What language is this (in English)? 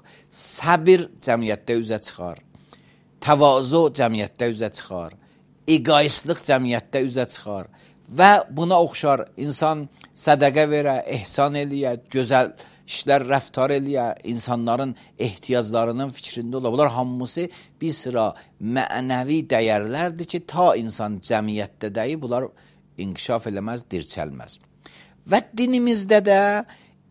Azerbaijani